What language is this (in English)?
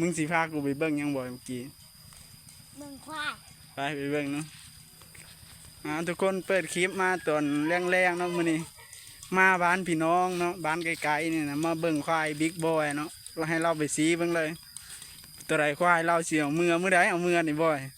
Lao